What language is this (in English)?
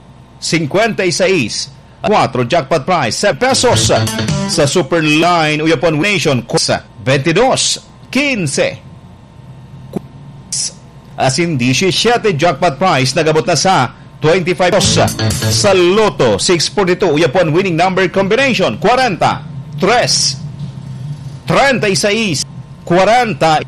Bikol